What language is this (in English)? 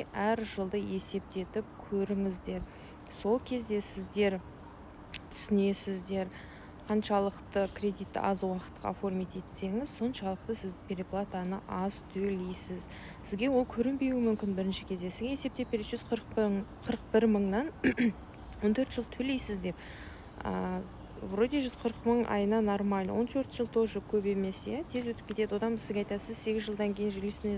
Kazakh